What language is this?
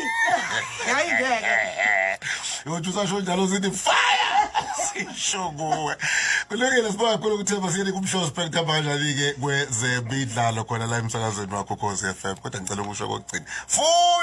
Zulu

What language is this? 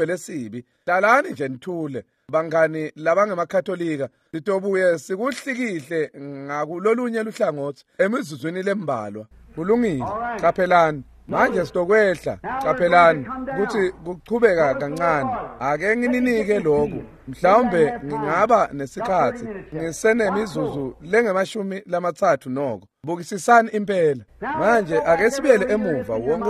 Swati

